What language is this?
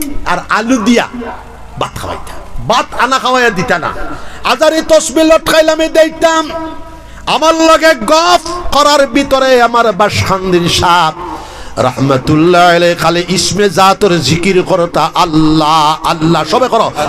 Sylheti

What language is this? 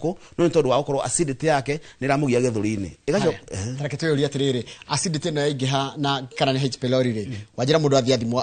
Kikuyu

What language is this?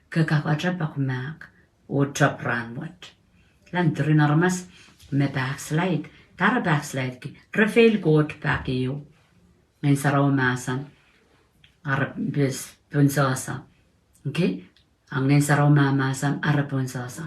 Pohnpeian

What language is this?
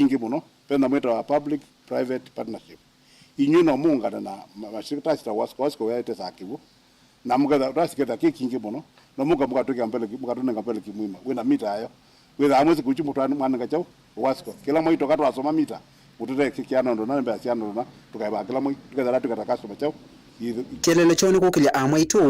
Kamba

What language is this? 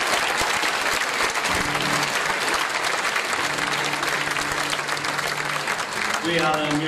Italian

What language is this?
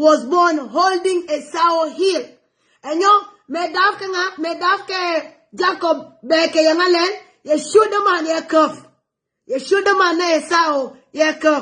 Nuer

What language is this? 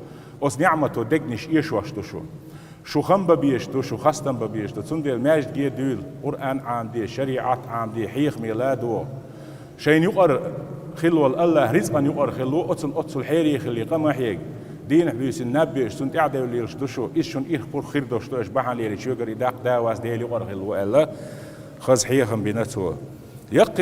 Chechen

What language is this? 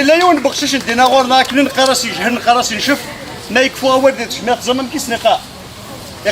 Kabyle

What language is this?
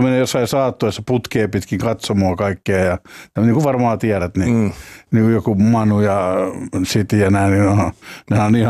Finnish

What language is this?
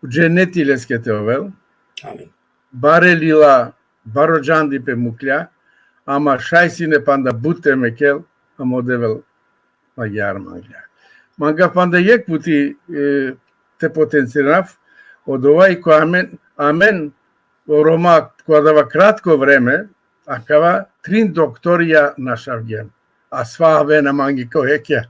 Balkan Romani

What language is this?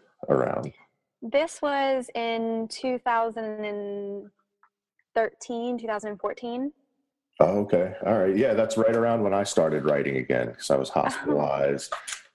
English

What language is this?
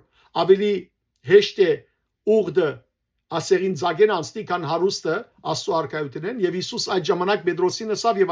Western Armenian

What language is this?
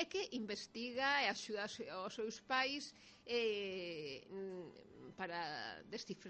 Galician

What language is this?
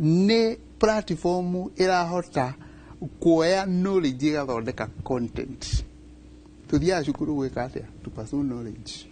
Kikuyu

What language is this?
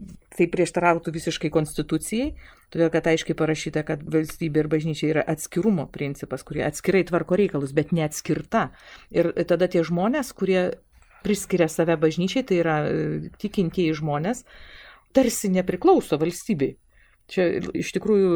Lithuanian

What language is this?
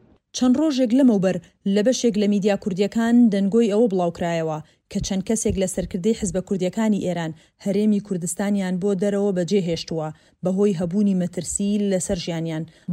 Central Kurdish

